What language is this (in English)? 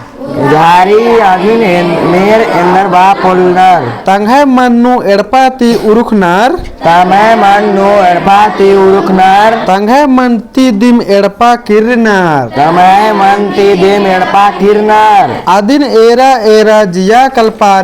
Kurukh